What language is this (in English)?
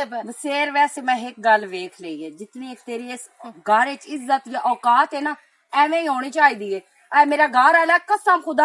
Western Panjabi